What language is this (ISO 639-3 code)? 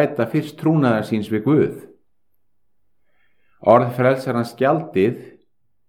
isl